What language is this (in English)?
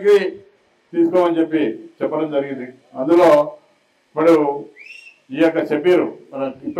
Telugu